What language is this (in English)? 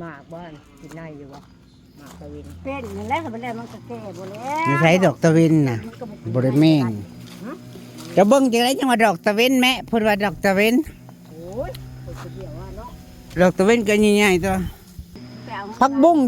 Northeastern Thai